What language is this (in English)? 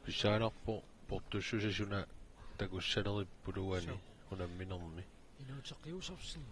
Kalaallisut